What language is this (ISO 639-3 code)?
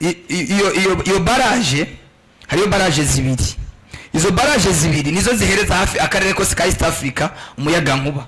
run